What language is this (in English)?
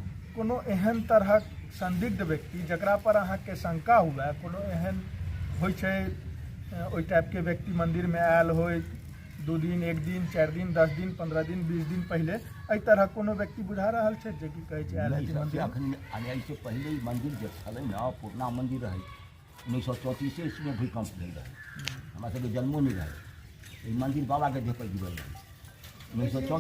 Maithili